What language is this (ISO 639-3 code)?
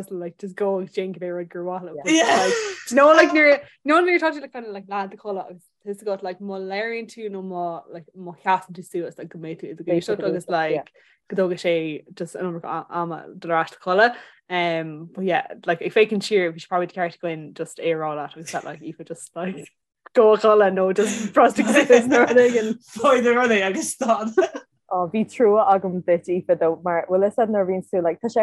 gle